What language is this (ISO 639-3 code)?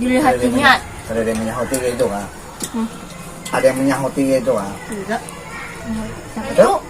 bjn